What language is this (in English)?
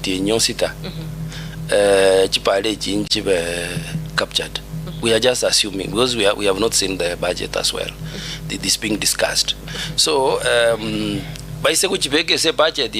Gusii